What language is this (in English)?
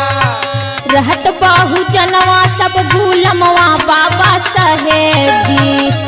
Bhojpuri